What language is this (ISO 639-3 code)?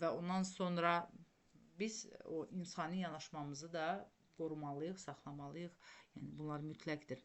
aze